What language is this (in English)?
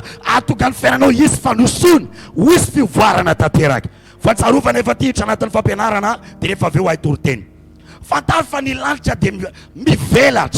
Malagasy